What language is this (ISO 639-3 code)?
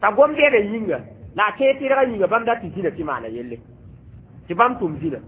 mos